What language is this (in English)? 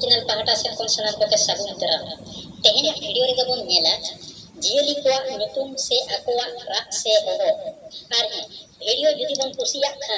Santali